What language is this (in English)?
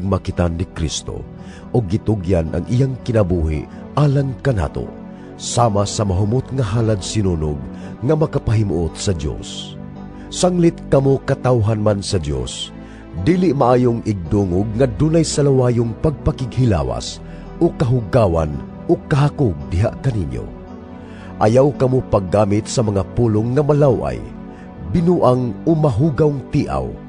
Cebuano